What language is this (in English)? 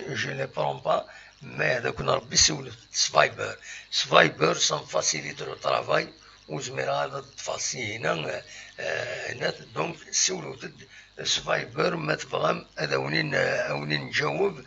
Kabyle